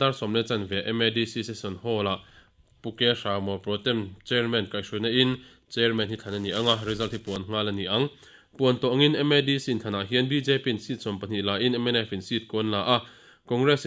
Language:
Mizo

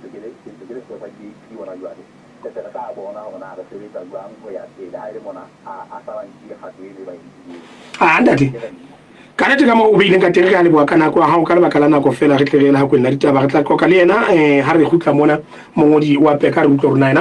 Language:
Southern Sotho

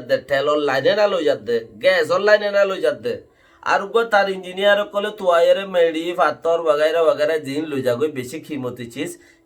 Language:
Rohingya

